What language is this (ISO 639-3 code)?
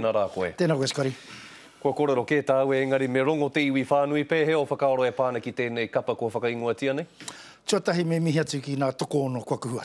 mri